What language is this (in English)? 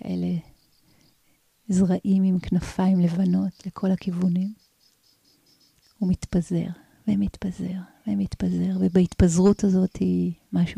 Hebrew